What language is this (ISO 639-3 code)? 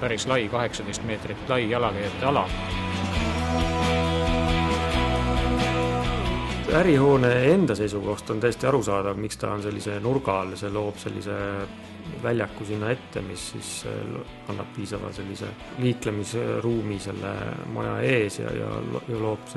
est